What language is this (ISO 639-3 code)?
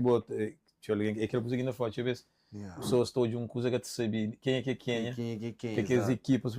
kea